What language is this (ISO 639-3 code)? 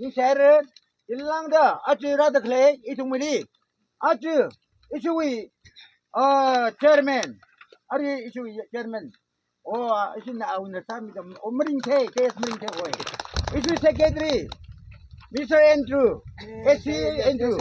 nmf